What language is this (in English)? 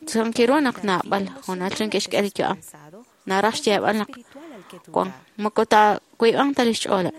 Kekchí